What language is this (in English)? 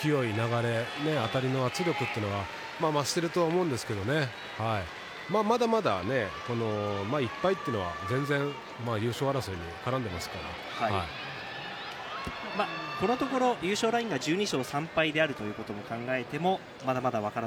Japanese